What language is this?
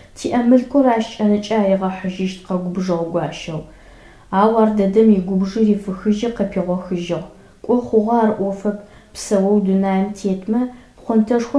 Adyghe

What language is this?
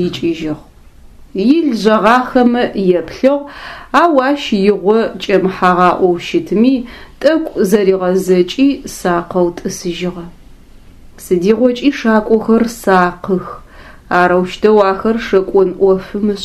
Adyghe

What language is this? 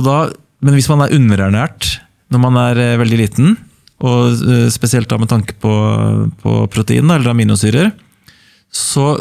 Norwegian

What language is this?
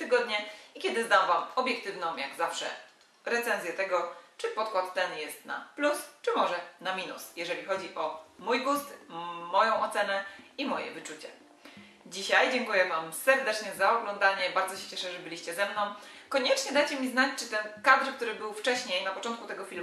Polish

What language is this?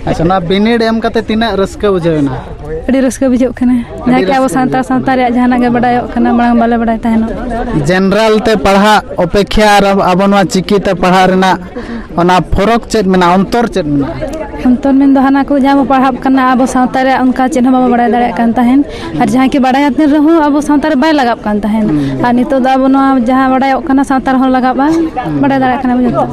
Santali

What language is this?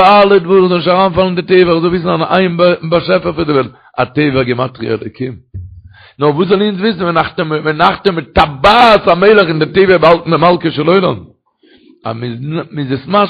Yiddish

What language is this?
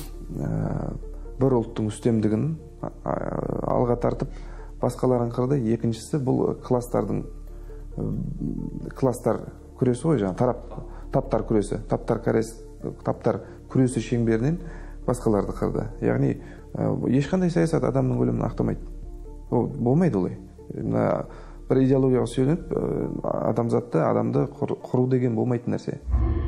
Kazakh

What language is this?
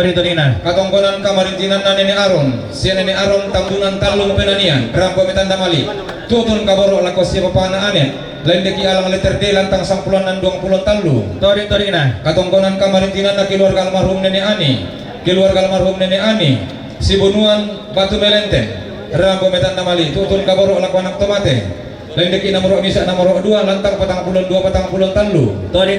Toraja-Sa'dan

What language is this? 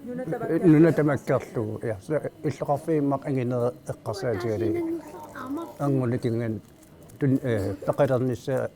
Kalaallisut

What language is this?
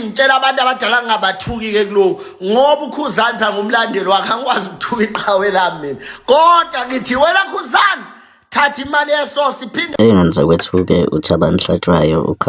Zulu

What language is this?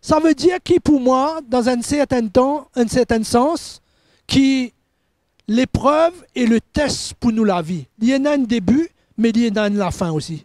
Morisyen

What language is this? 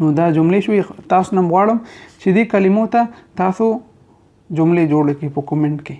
Pashto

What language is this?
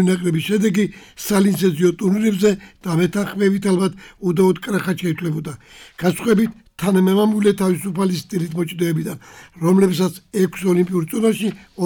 Georgian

